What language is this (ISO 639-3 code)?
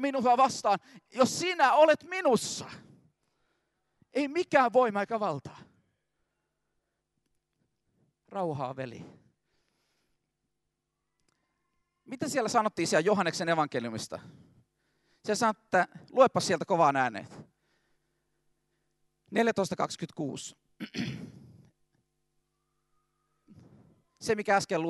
fin